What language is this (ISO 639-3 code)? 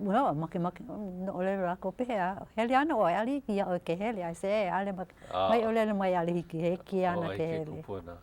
haw